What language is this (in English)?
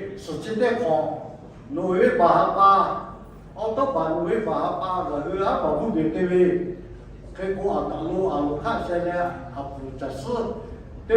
Lahu